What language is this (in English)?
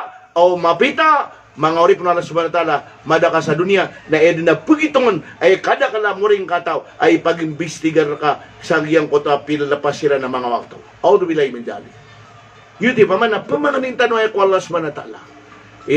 Maranao